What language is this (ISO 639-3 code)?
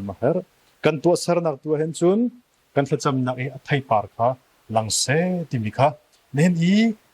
cnh